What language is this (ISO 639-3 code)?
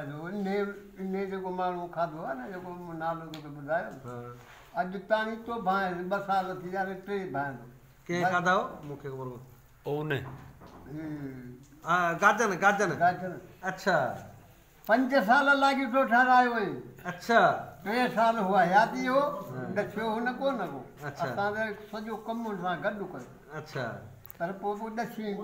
snd